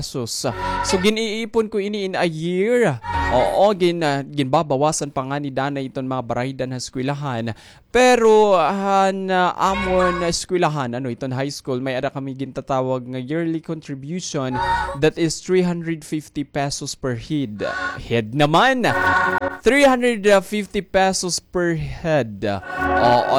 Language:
Waray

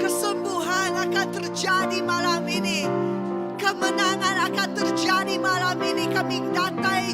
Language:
Iban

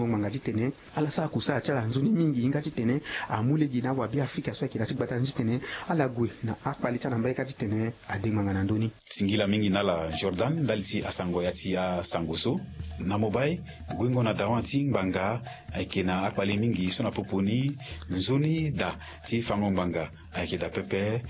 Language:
Sango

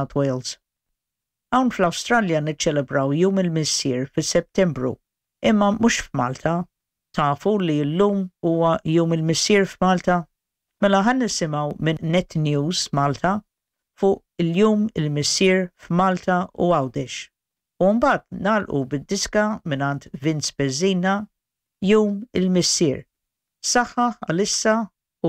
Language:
Maltese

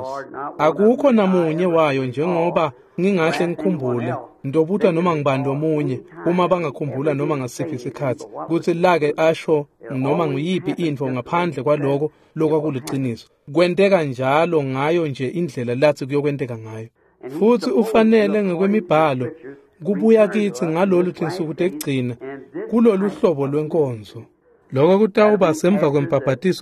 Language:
Swati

